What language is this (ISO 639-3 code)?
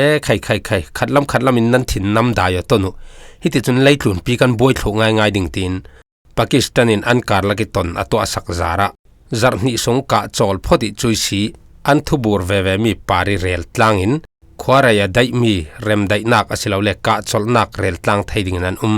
cfm